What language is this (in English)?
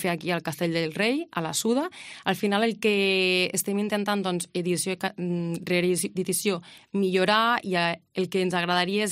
Catalan